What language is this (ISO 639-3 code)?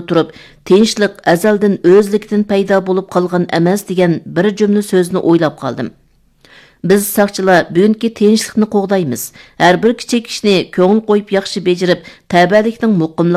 uig